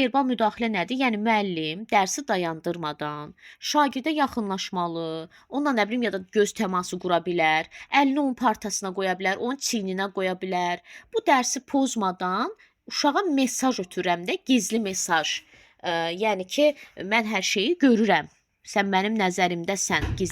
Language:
Azerbaijani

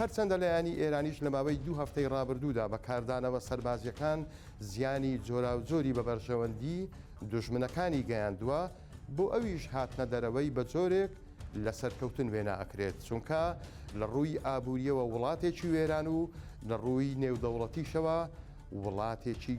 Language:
Central Kurdish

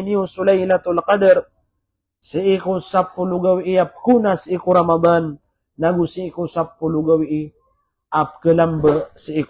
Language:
Maranao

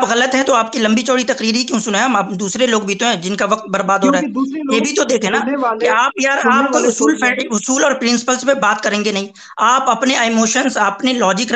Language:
Hindi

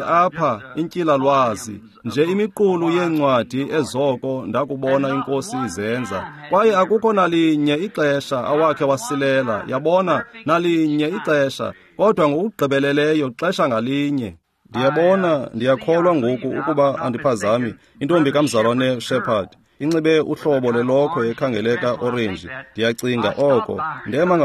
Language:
Xhosa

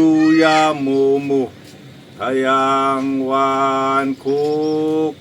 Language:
Naga Pidgin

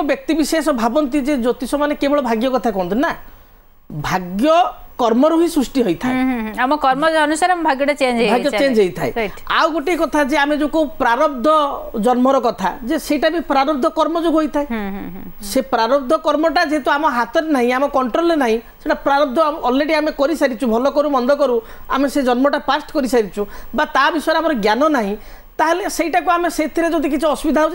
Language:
Odia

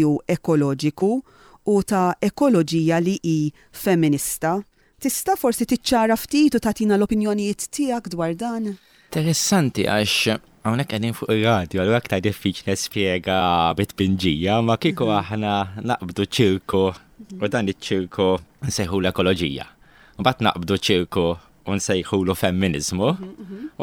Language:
Maltese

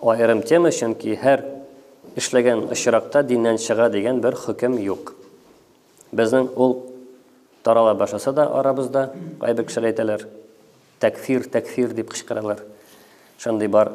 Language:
Tatar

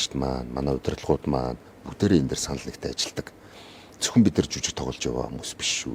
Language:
Mongolian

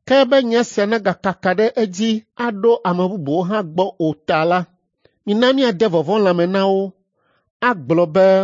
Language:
Ewe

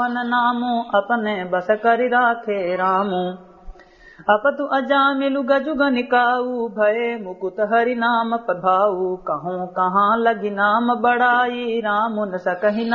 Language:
Awadhi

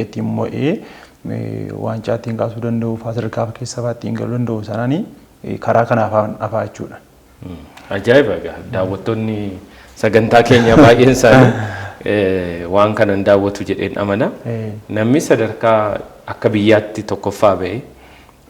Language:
Oromo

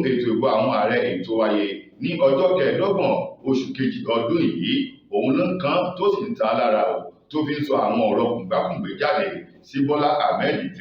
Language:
Yoruba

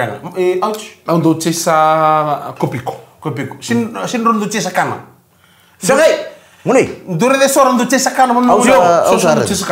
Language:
Fijian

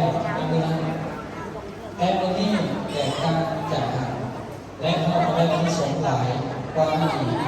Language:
Lao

